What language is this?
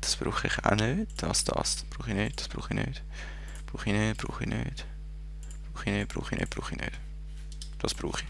Swiss German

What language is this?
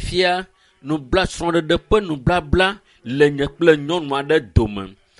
Ewe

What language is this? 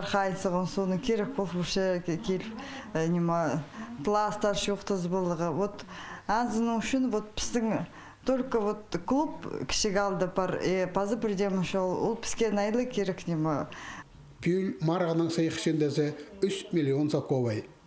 Khakas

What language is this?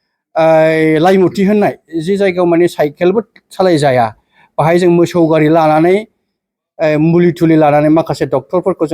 Bodo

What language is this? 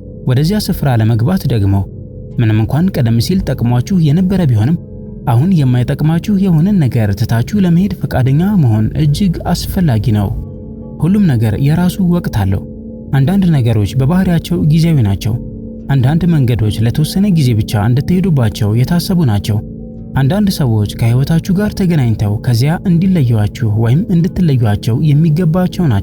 Amharic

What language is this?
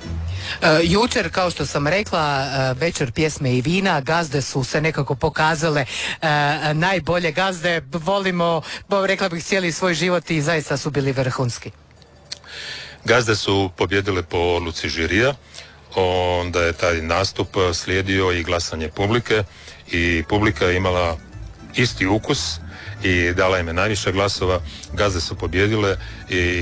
Croatian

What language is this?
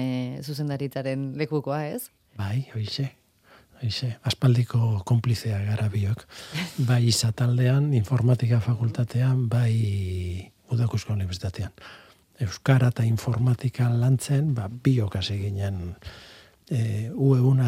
Basque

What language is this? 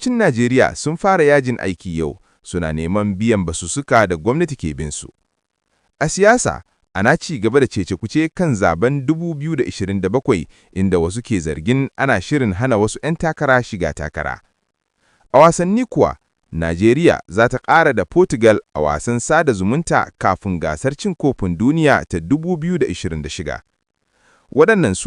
Hausa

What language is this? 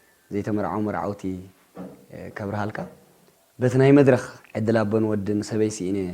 Tigrinya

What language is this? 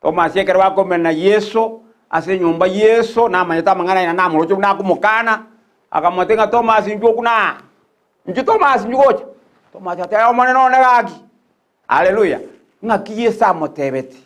Gusii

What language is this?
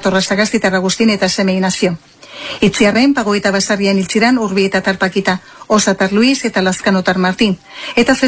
Basque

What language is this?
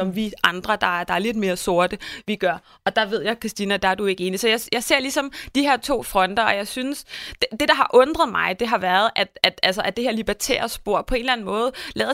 Danish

